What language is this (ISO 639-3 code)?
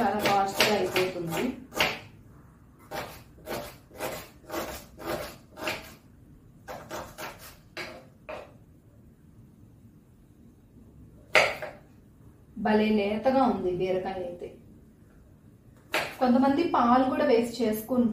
tel